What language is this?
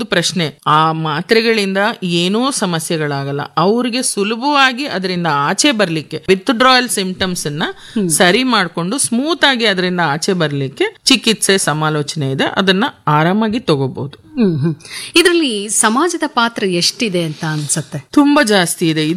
Kannada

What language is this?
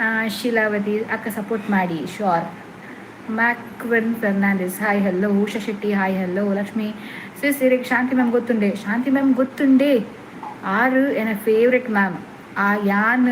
Tulu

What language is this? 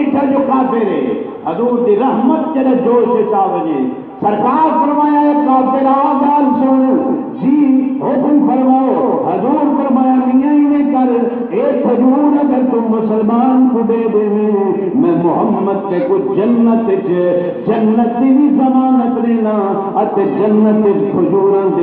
Saraiki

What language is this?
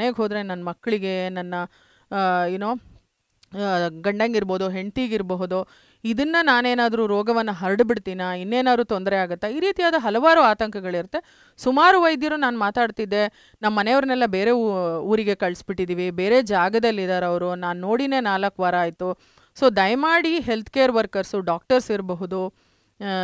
Kannada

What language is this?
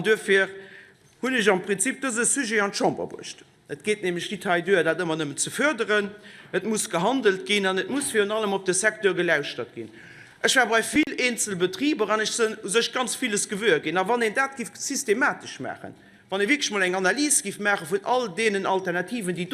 Luxembourgish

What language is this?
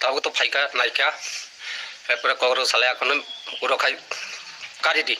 Kok Borok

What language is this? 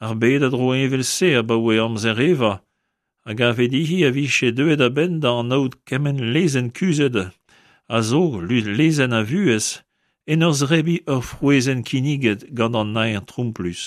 Breton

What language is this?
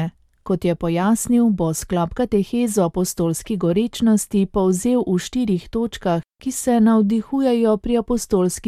Slovenian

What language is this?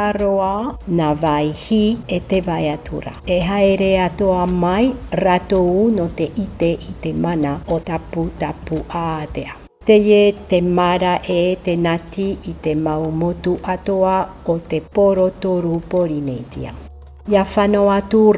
Tahitian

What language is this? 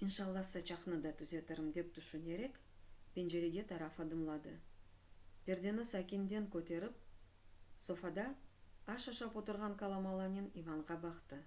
Crimean Tatar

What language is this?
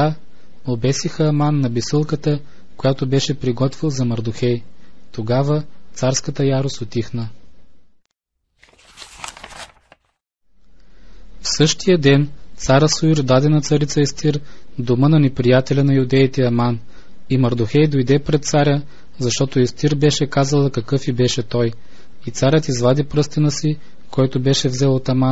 Bulgarian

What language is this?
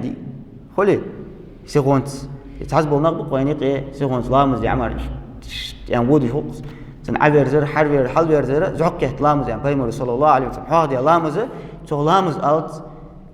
Ingush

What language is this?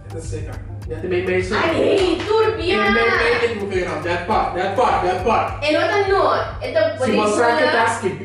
Papiamento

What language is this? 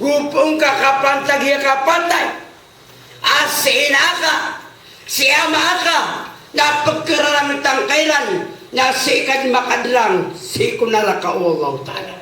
Maranao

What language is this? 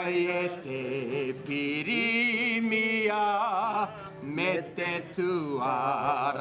Māori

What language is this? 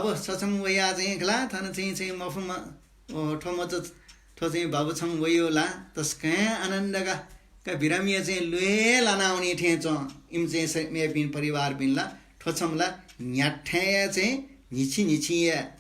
Newari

